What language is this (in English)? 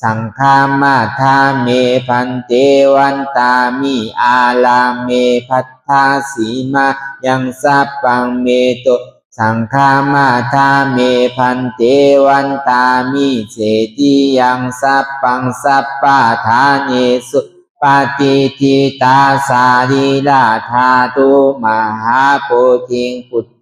Shan